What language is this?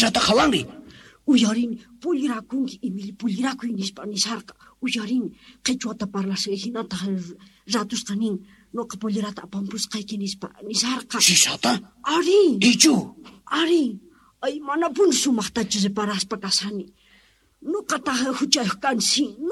South Bolivian Quechua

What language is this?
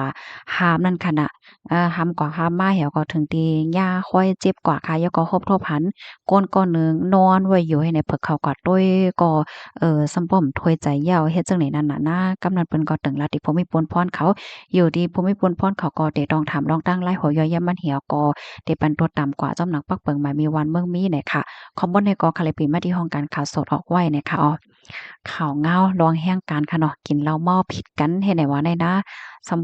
Shan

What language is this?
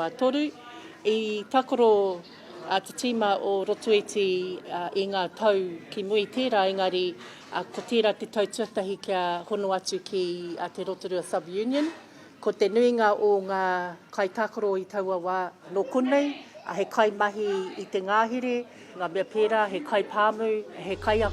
Māori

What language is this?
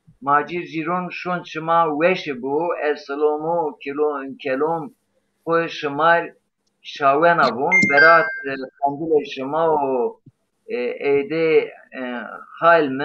Zaza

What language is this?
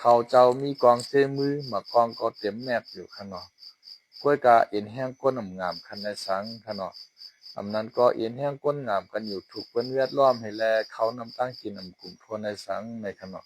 Shan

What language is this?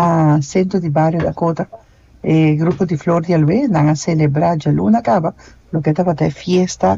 Papiamento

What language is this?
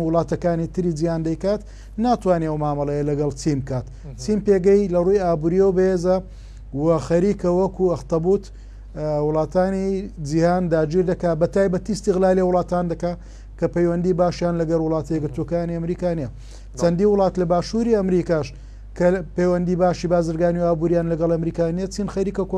Central Kurdish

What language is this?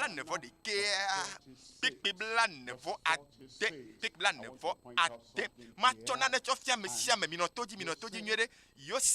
Ewe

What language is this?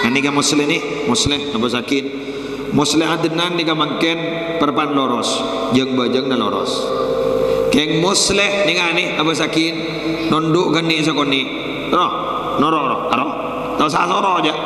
Madurese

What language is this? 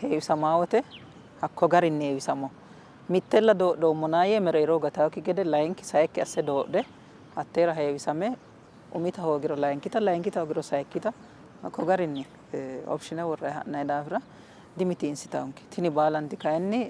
Sidamo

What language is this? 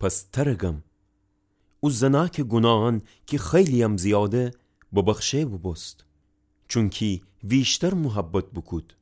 Gilaki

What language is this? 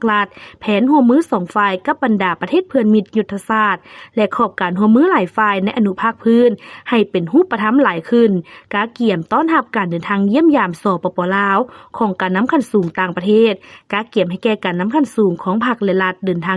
Lao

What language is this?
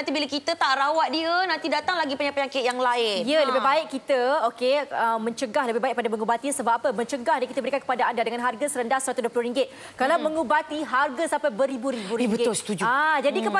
Malay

